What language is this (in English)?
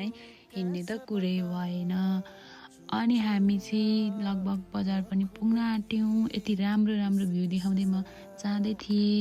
Nepali